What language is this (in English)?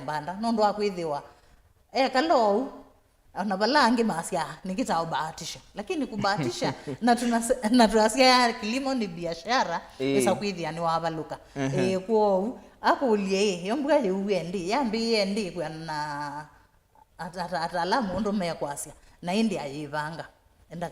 Kamba